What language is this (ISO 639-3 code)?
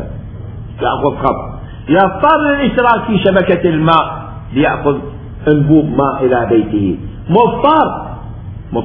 acm